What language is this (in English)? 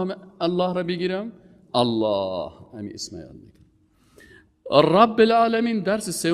Persian